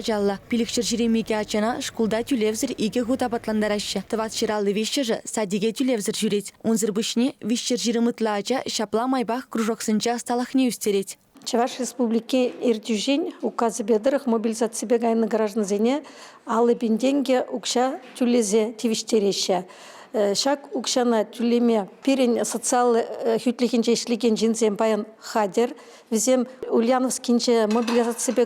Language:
Chuvash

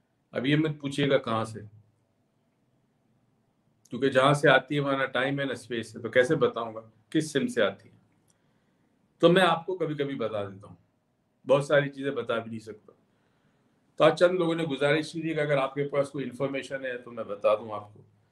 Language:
Urdu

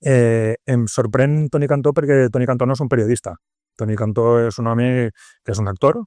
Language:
Catalan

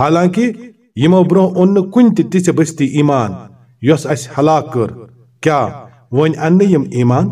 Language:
Kashmiri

